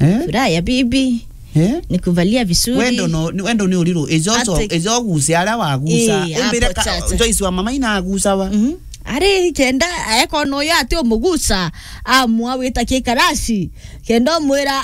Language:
Meru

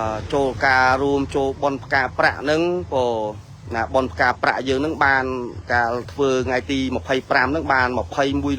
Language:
Khmer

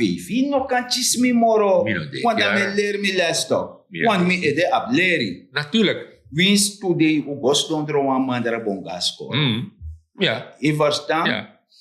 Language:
Sranan Tongo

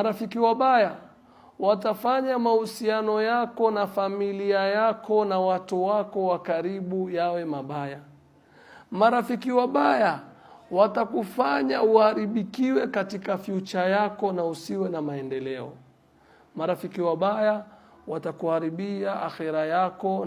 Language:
Swahili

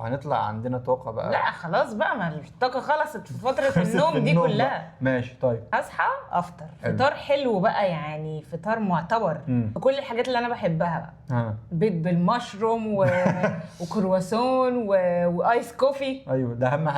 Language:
Egyptian Arabic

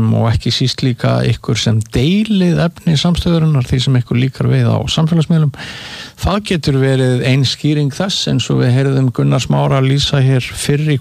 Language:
Icelandic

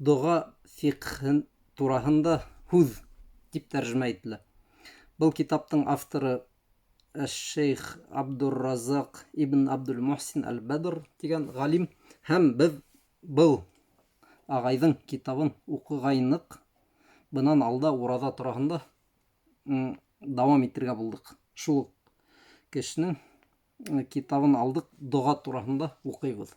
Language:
Bashkir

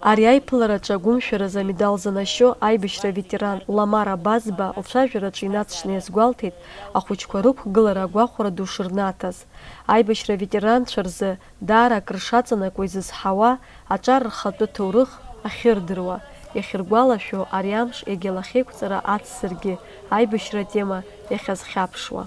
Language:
Abkhazian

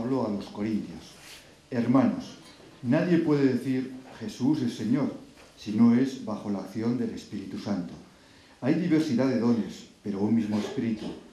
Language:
Spanish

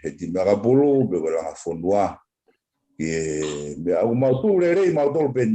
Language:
Tongan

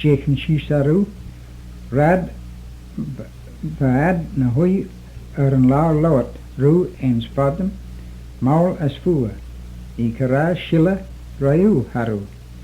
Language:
Manx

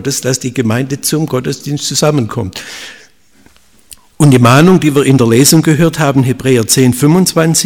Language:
German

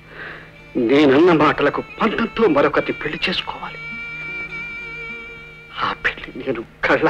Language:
Telugu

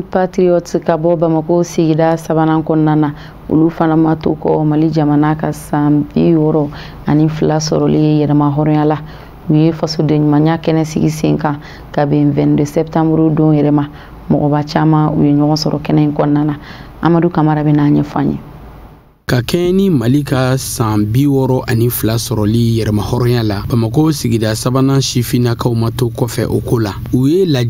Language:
Bambara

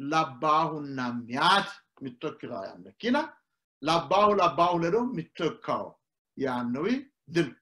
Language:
Sidamo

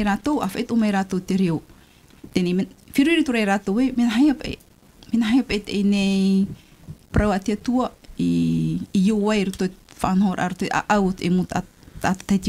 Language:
Tahitian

